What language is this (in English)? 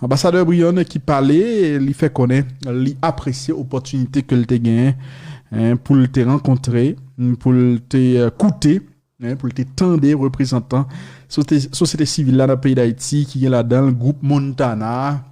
Haitian Creole